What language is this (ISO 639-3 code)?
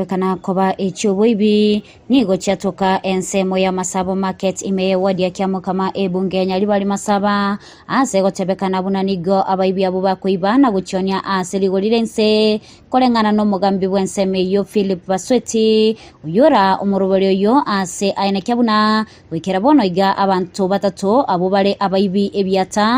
guz